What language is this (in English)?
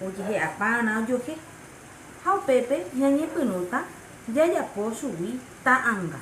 Guarani